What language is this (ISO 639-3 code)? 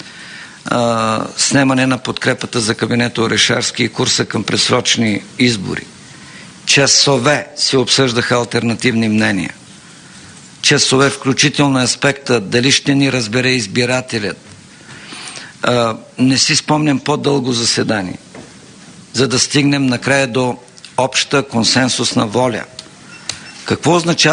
bul